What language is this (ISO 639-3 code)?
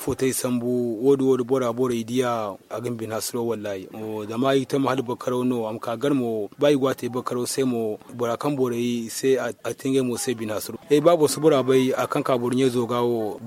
dje